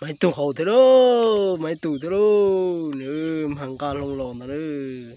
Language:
Hmong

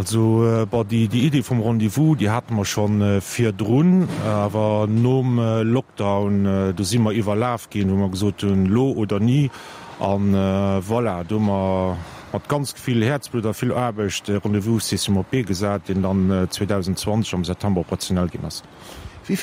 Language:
Luxembourgish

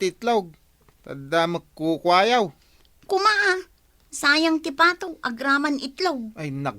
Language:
Iloko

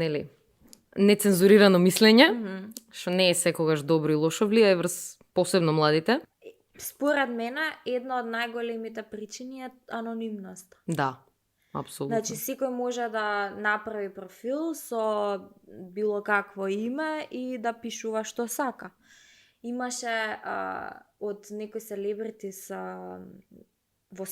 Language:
Macedonian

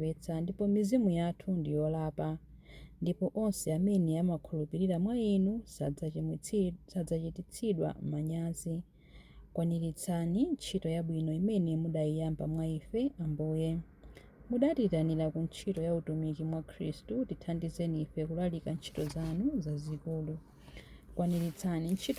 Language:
Nyanja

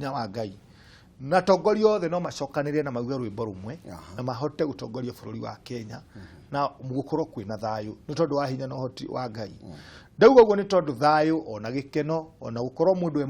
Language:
Kikuyu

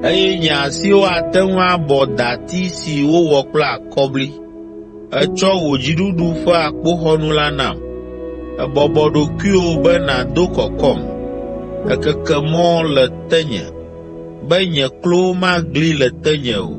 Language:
Ewe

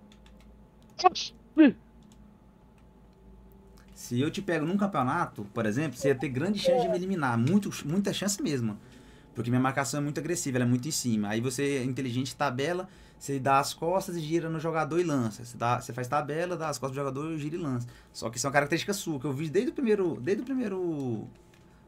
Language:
Portuguese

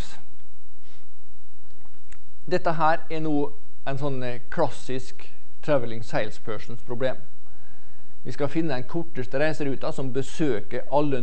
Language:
Norwegian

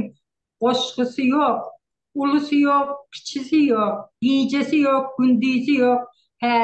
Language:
Turkmen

